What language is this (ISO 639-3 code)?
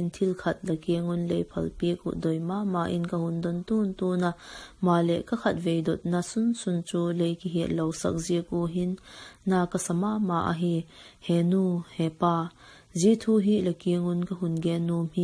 vap